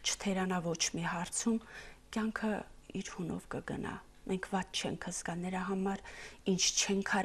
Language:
Armenian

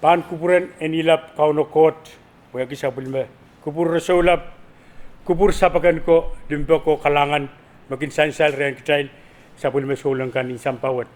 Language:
Pohnpeian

